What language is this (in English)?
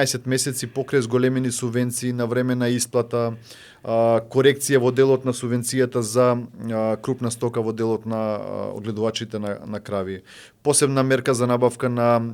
Macedonian